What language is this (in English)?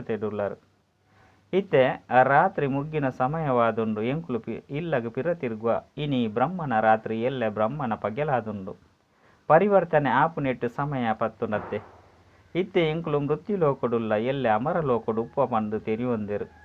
Tulu